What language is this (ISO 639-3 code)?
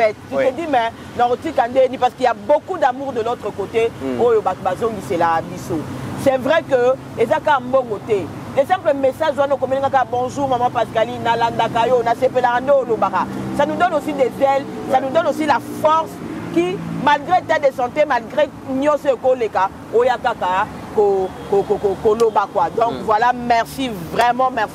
lin